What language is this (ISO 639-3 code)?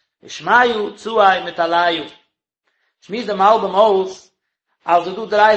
yid